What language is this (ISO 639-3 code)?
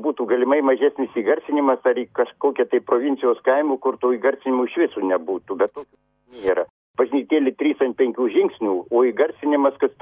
lit